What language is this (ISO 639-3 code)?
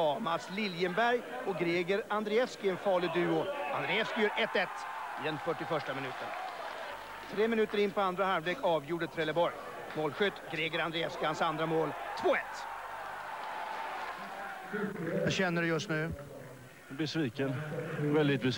swe